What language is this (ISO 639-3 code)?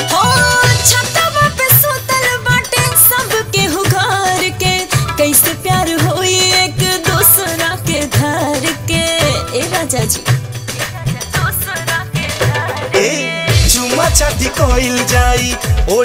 bho